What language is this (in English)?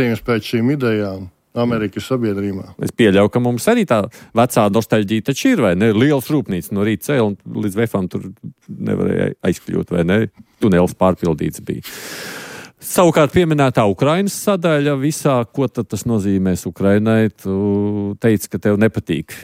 Latvian